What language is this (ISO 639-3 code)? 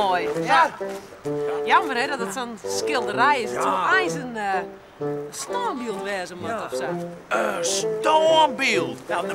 fry